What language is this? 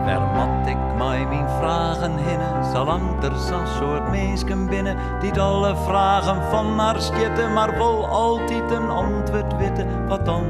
Western Frisian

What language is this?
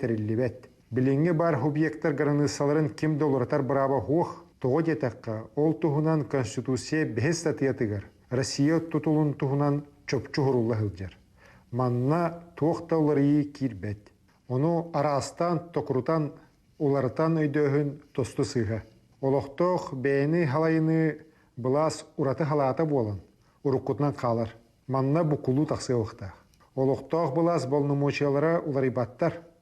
Yakut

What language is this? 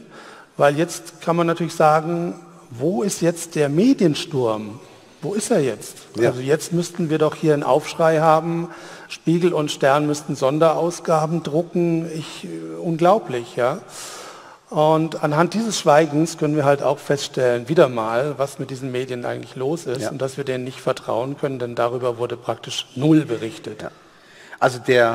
German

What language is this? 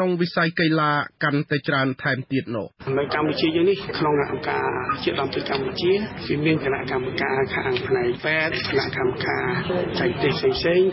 Khmer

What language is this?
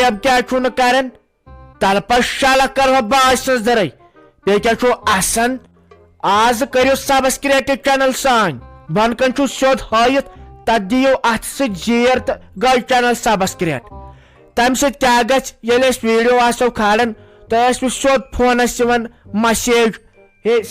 Kashmiri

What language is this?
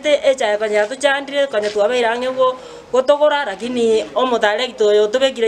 Gusii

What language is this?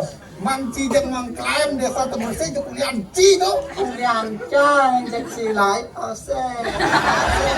Balinese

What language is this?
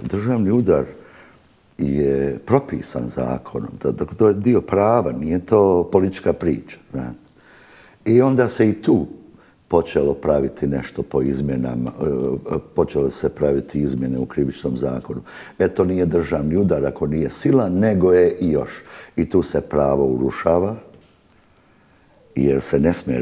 Bosnian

